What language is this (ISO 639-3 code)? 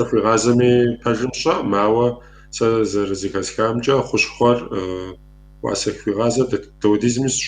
kbd